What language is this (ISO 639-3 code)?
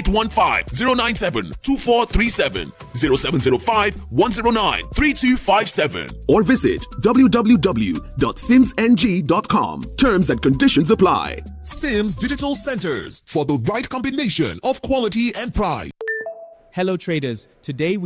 eng